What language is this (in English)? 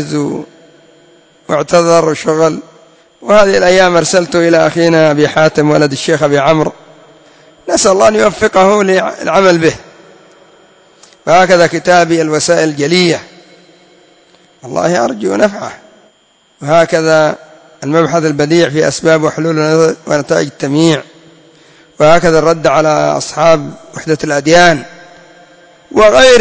Arabic